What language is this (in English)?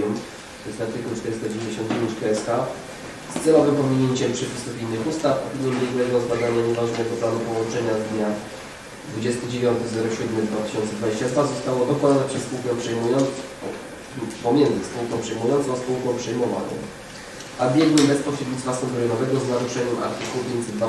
Polish